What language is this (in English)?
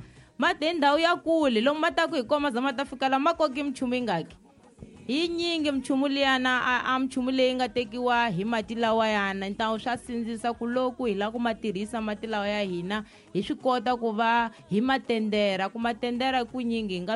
Tsonga